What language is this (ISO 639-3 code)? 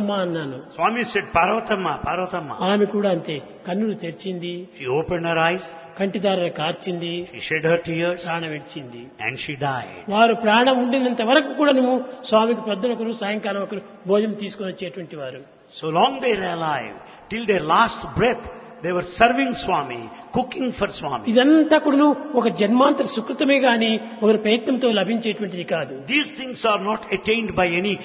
tel